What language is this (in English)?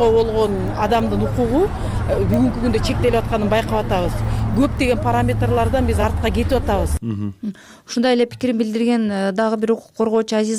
Kyrgyz